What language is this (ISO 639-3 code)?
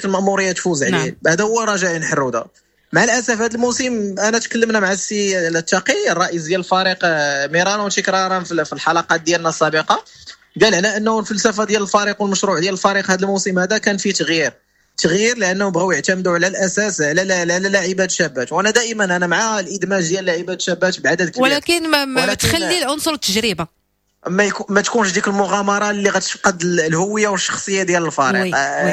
ary